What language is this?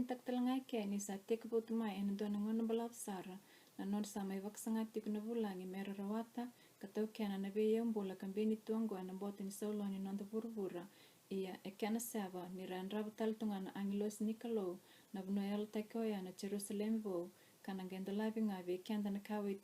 Fijian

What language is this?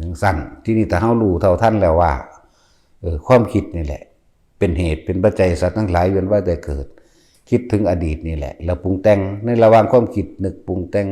Northeastern Thai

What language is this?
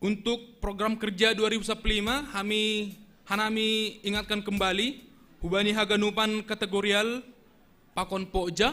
Batak Simalungun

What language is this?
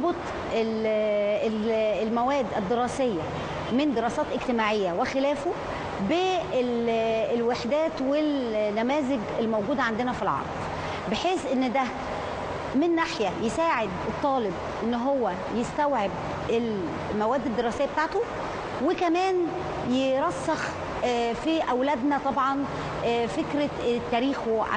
Egyptian Arabic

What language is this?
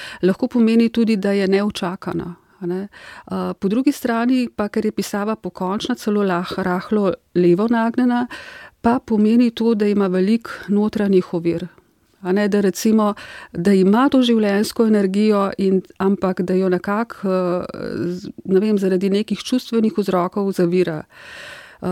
Slovenian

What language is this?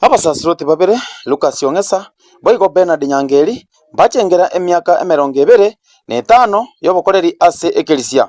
Gusii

